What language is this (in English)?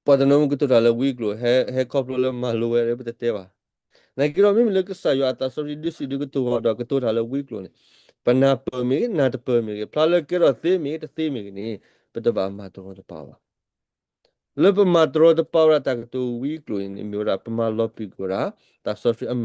S'gaw Karen